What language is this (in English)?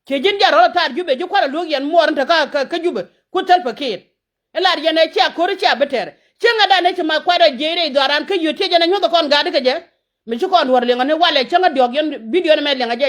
Nuer